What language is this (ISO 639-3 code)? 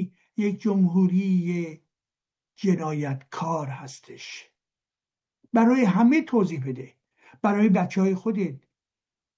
fas